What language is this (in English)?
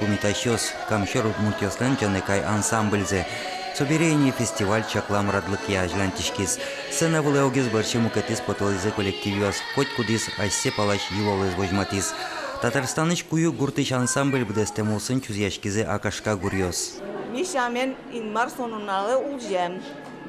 Udmurt